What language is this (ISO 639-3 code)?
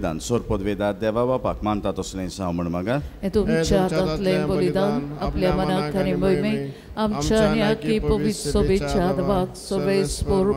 kok